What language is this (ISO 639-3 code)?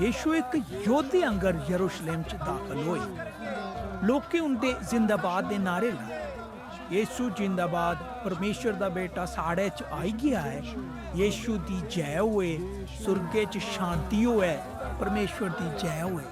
doi